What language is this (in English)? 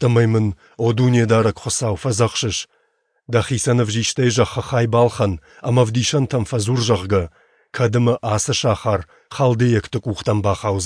Ossetic